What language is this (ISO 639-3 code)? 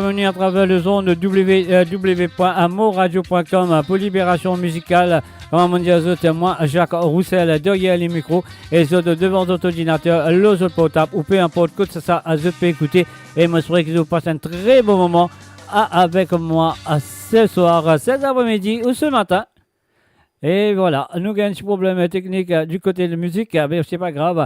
mfe